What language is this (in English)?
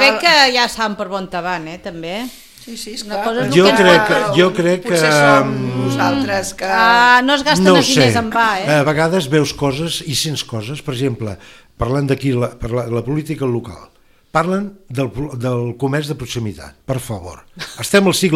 Catalan